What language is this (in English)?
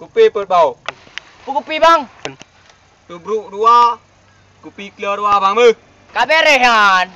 Achinese